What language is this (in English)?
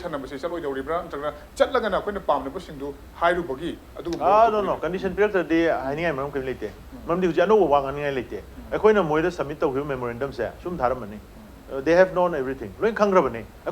Manipuri